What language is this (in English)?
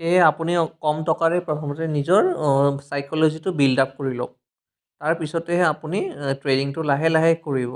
Assamese